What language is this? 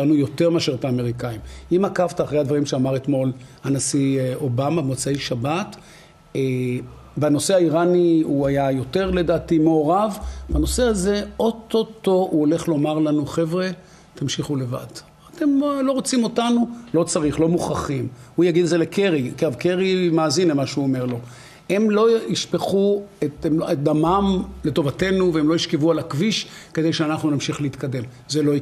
Hebrew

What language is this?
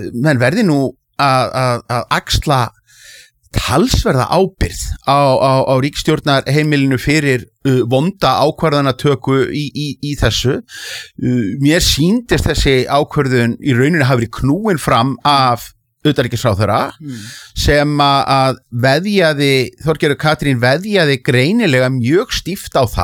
Icelandic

